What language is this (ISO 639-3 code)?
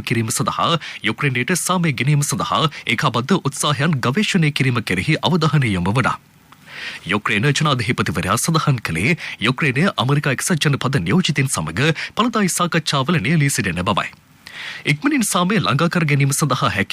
sin